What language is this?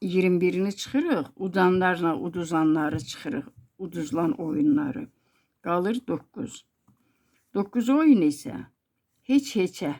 Azerbaijani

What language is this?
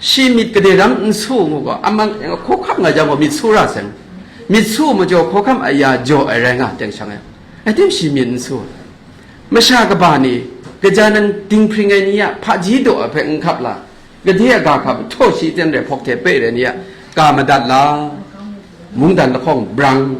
Kachin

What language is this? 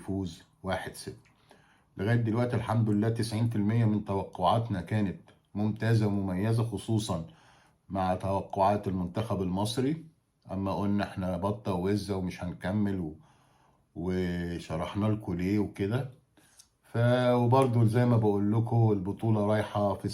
Egyptian Arabic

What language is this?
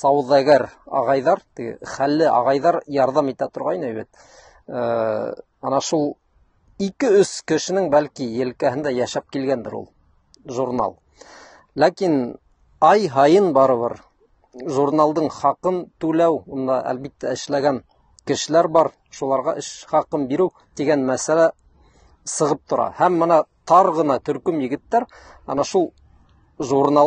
Bashkir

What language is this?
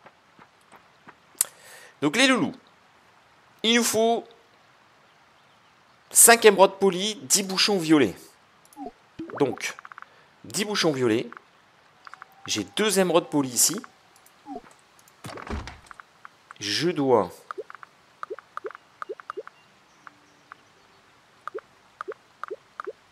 French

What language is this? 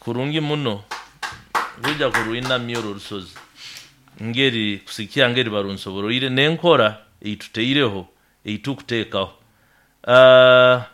Nyoro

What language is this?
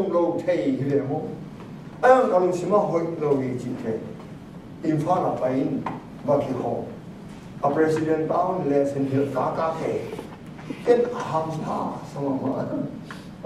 Tedim Chin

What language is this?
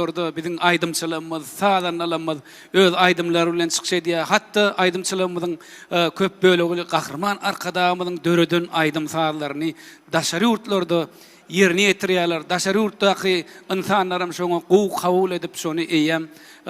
Turkmen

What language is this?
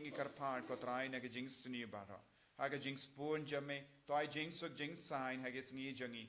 Khasi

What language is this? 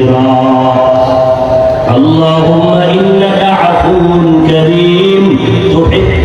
Bangla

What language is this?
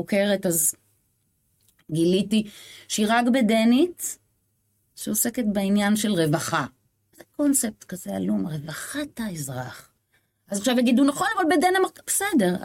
Hebrew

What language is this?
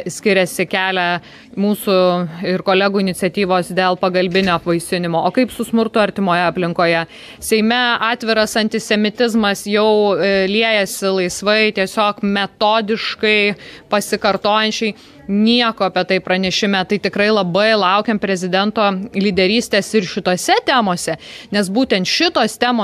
Lithuanian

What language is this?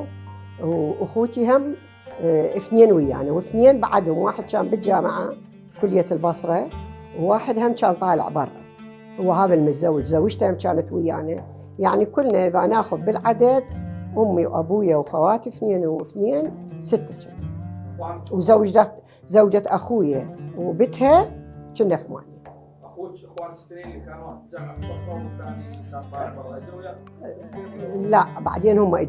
Mesopotamian Arabic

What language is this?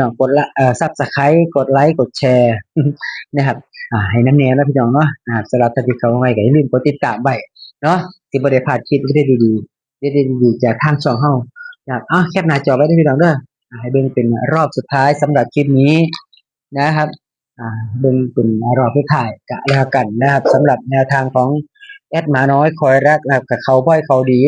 Northeastern Thai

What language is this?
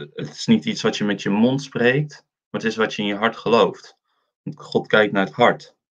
Dutch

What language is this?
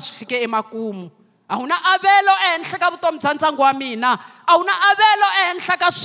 Tsonga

